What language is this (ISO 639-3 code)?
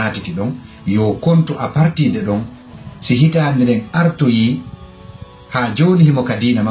ful